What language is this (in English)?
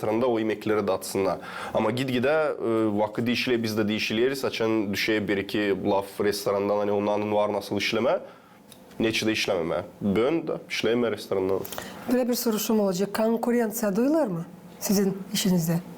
Gagauz